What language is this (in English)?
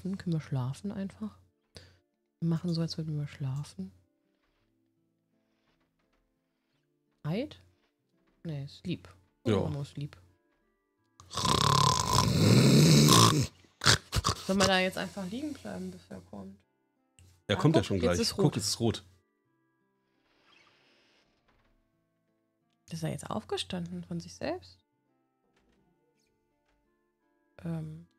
German